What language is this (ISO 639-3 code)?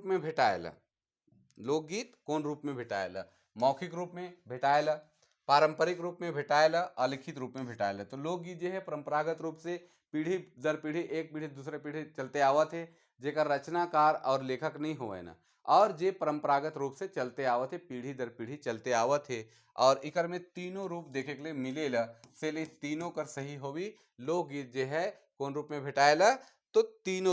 sck